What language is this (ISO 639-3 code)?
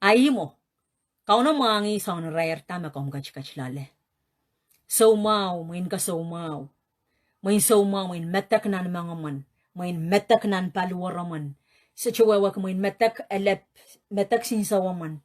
pon